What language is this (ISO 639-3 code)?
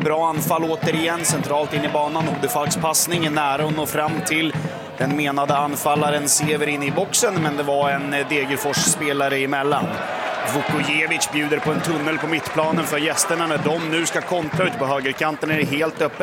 swe